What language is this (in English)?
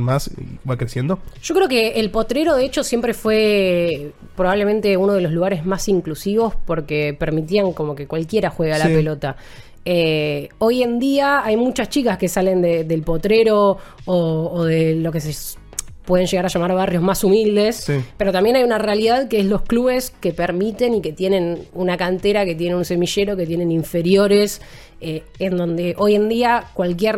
Spanish